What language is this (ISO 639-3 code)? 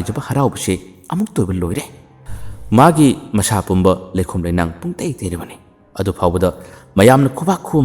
mni